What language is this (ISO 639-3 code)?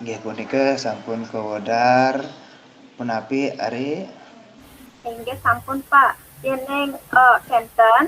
ban